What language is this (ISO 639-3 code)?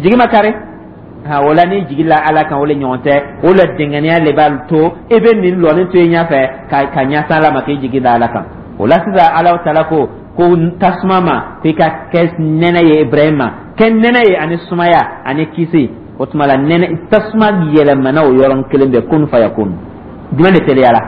dyu